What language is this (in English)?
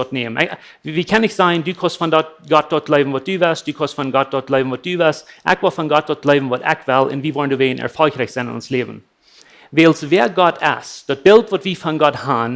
Plautdietsch